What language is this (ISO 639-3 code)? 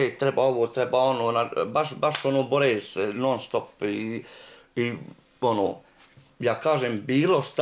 bos